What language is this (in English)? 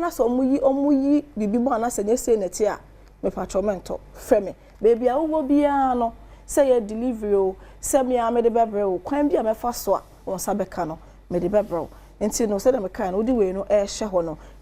Akan